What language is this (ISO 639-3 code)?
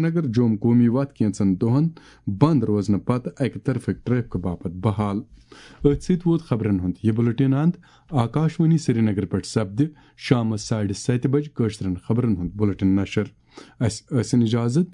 kas